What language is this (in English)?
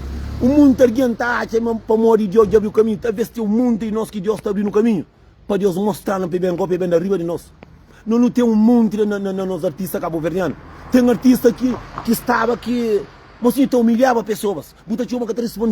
Kabuverdianu